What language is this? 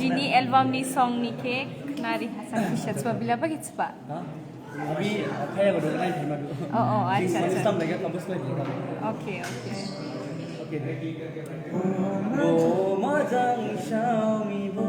Dimasa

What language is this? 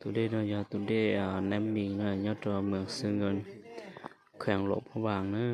Hmong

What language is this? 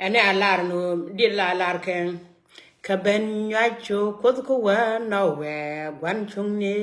Nuer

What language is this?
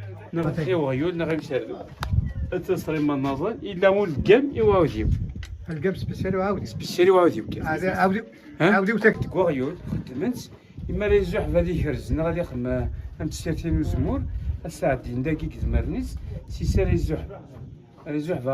Kabyle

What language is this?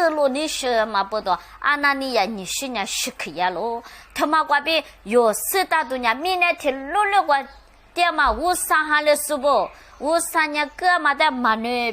Lisu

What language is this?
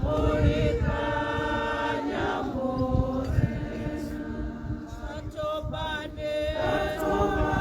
Tswana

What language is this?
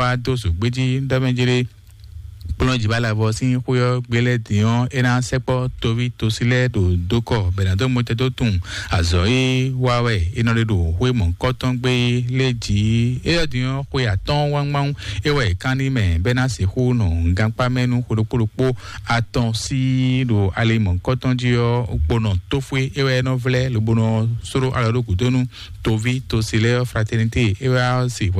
Fon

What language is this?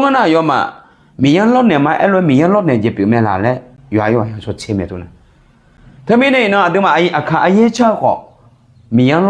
Akha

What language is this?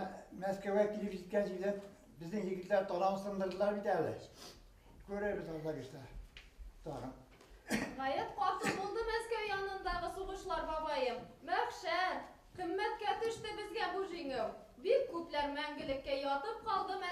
Bashkir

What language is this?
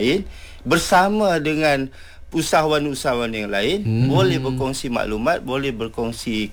Malay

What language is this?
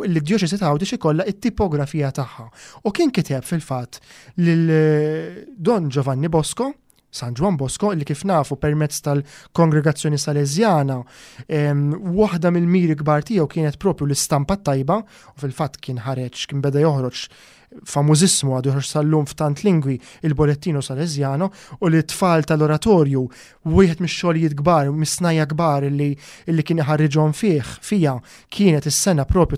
Maltese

